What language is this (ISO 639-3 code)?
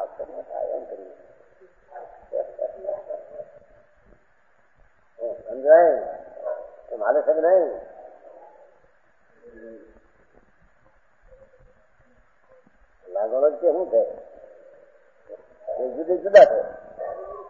guj